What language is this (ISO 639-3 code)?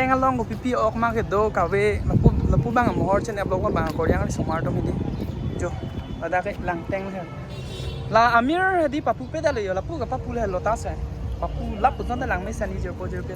mjw